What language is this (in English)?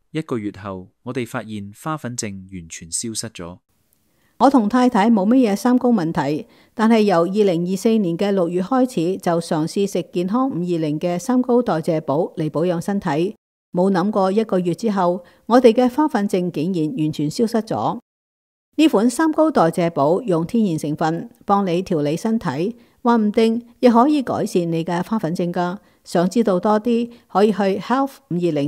Cantonese